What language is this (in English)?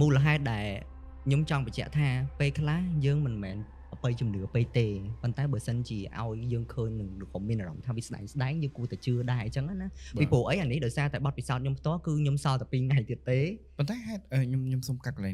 Khmer